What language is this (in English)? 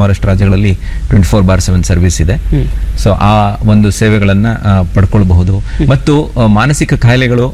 Kannada